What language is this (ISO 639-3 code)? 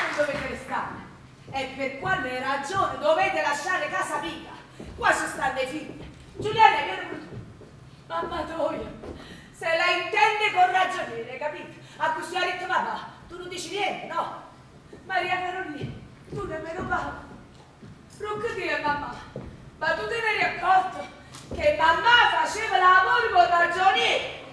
nap